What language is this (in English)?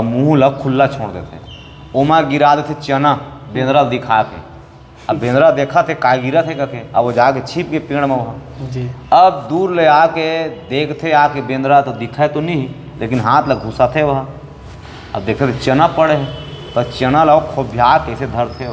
Chhattisgarhi